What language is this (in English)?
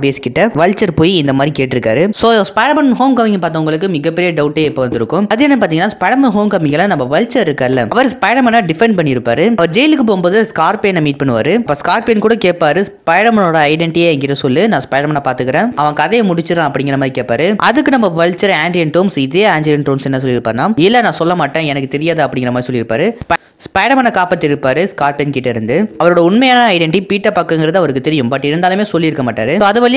Tamil